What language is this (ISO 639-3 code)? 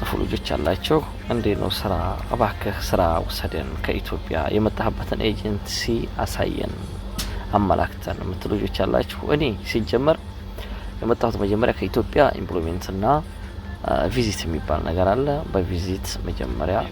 amh